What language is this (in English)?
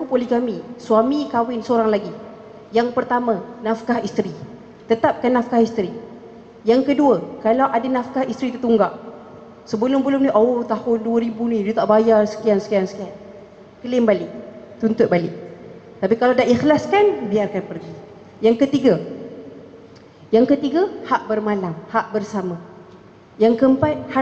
Malay